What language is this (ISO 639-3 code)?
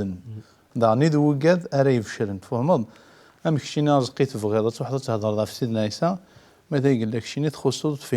kab